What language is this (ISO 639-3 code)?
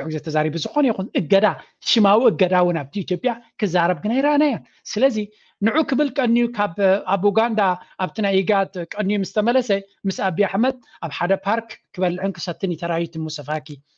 tir